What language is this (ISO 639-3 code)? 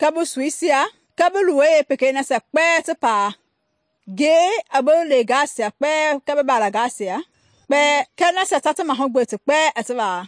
men